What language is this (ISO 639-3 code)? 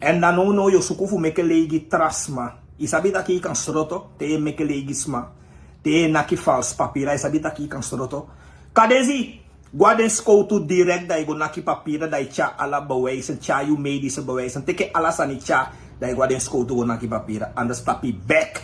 srn